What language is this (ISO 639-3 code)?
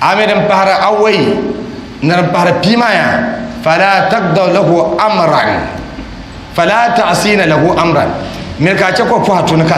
dag